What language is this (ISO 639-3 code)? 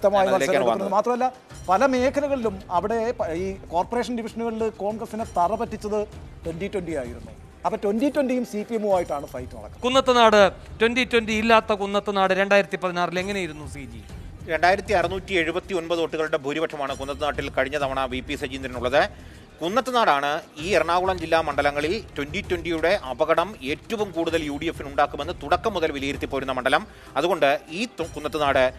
mal